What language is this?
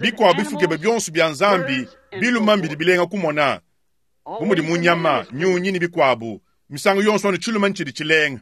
Luba-Lulua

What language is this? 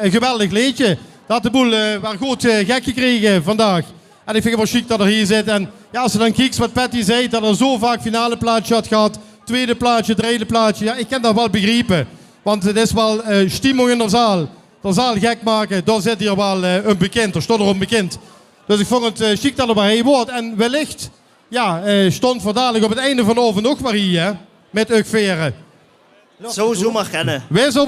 Limburgish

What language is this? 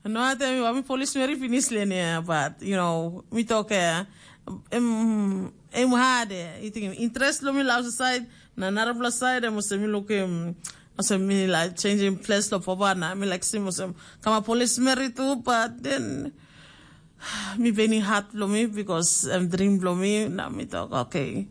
Tok Pisin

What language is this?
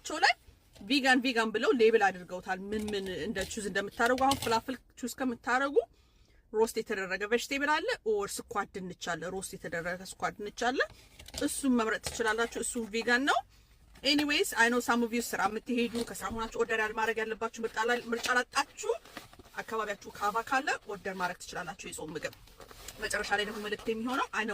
Amharic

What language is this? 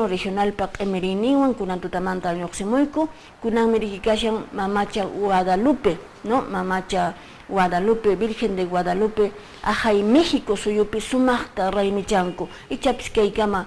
Quechua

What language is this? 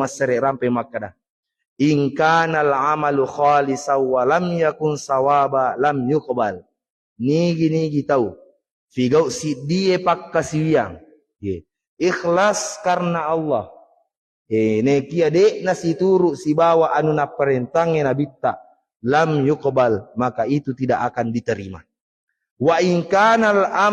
Buginese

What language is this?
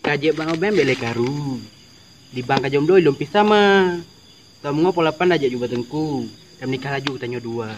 Achinese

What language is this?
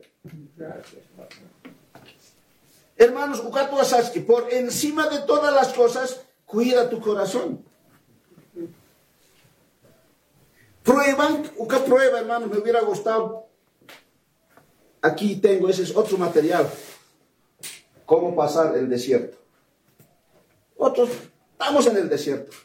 Spanish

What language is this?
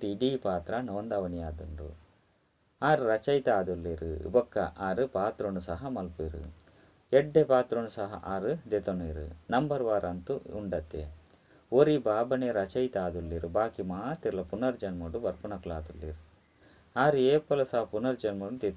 Tulu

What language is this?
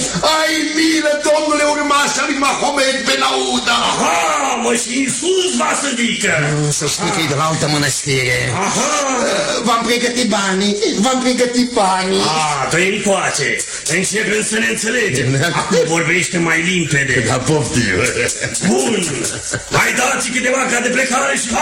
Romanian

